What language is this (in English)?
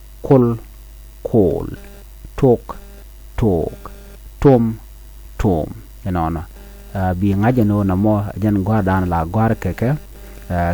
Nuer